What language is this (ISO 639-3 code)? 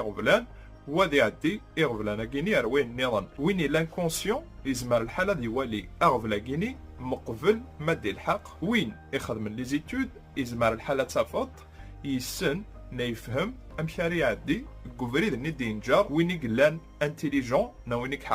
kab